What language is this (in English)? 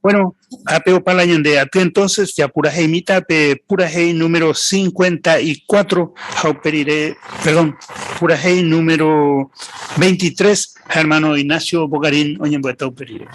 Guarani